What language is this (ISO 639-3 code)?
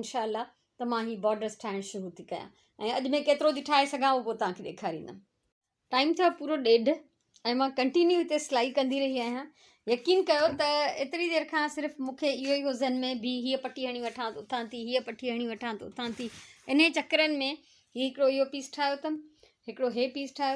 snd